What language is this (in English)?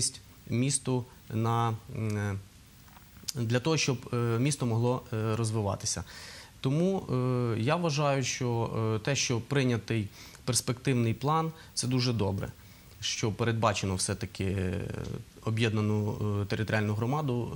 Ukrainian